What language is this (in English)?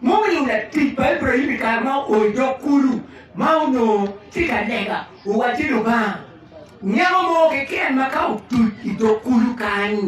Acoli